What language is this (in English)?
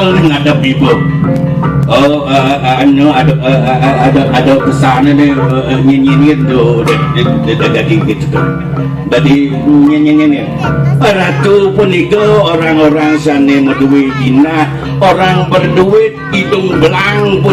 Balinese